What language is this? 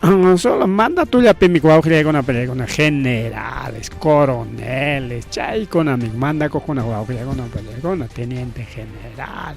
Ayacucho Quechua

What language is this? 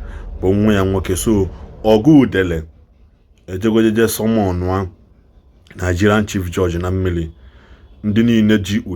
Igbo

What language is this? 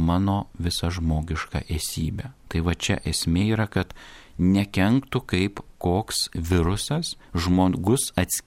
Lithuanian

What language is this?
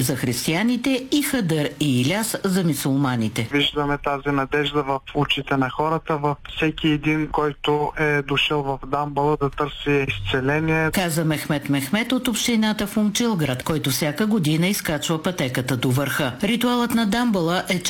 Bulgarian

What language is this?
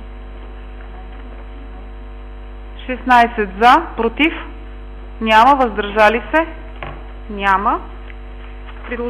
Bulgarian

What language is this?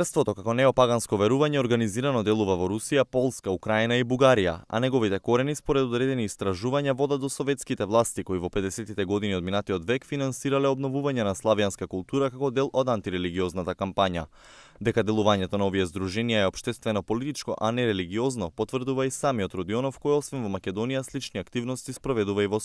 Macedonian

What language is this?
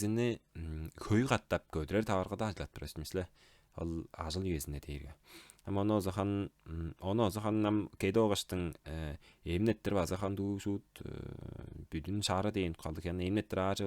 Tuvinian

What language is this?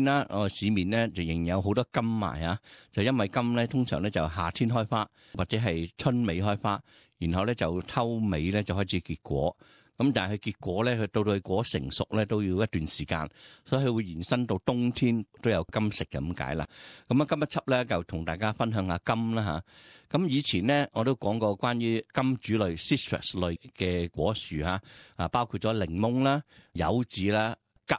Cantonese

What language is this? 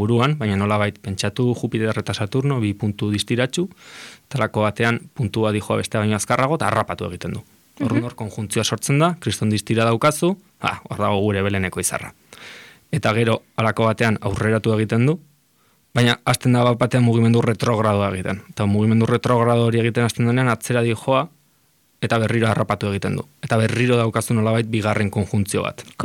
Basque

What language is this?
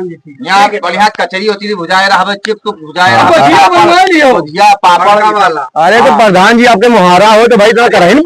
Awadhi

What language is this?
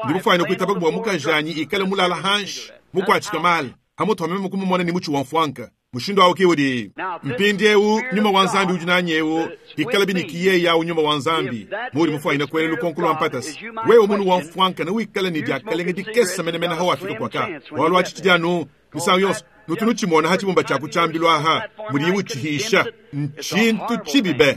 Luba-Lulua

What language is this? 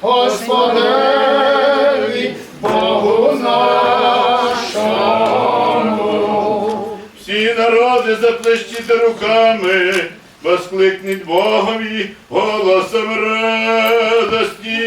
Rusyn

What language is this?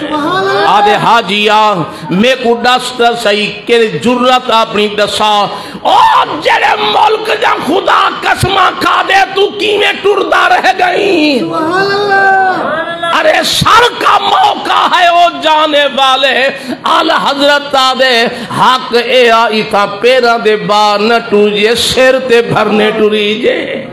Saraiki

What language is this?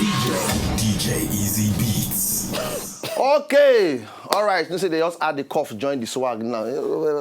Nigerian Pidgin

